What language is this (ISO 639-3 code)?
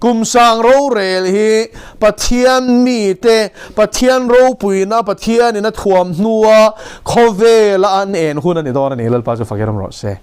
lus